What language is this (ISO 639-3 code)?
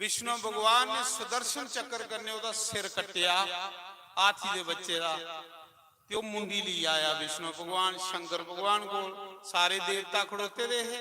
doi